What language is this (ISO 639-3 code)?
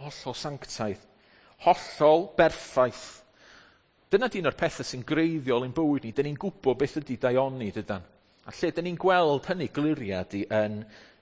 cym